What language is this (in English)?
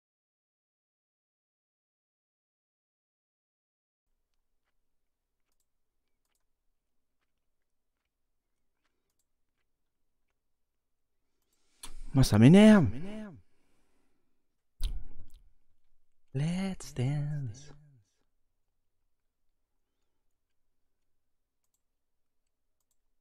French